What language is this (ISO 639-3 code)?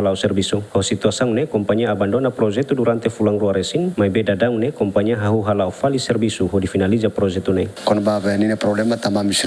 tet